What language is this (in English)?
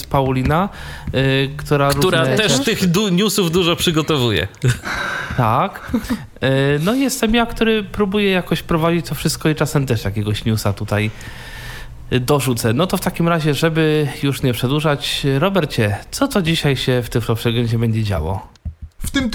Polish